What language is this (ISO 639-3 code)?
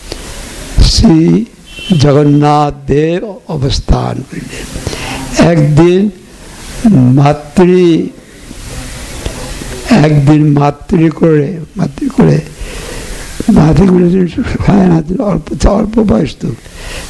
ben